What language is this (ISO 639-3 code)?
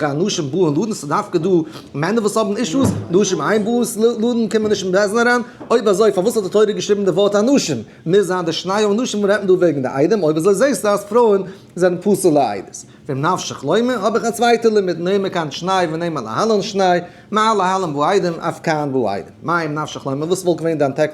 yid